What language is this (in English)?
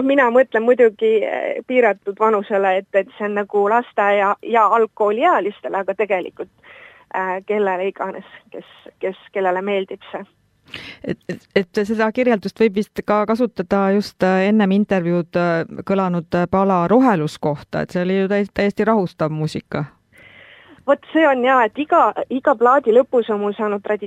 Estonian